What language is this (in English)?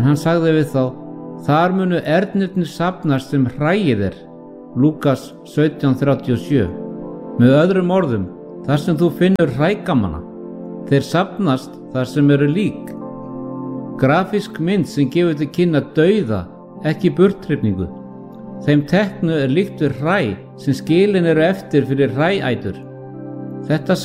Icelandic